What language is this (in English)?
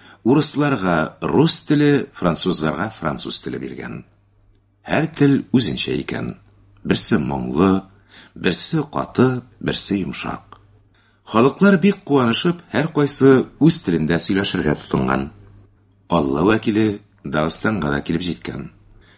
Tatar